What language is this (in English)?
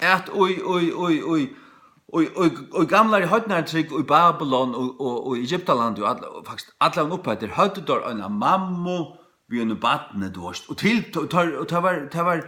Faroese